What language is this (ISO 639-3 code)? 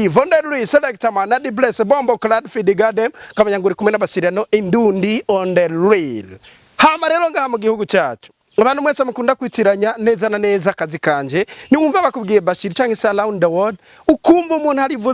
run